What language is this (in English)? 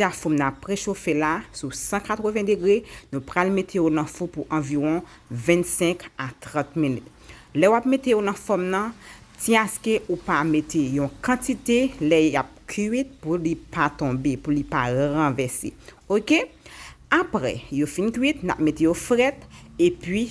Haitian Creole